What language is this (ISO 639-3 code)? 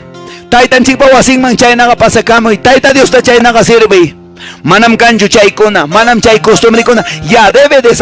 que